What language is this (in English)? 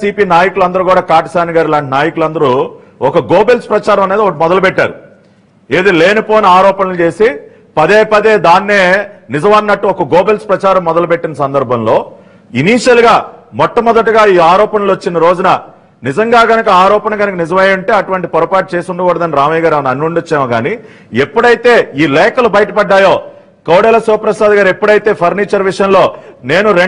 Telugu